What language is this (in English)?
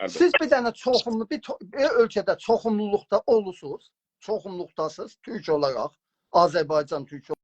South Azerbaijani